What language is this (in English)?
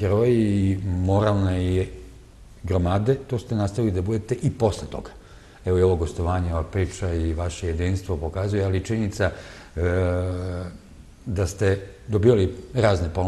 Serbian